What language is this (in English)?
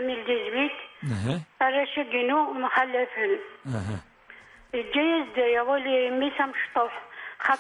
Kabyle